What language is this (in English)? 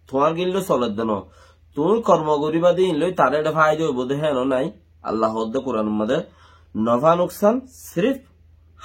Rohingya